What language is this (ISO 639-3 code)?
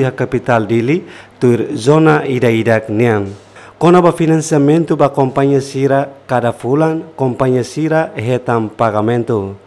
tet